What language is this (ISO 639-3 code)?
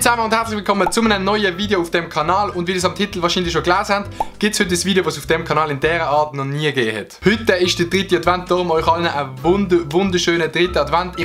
gsw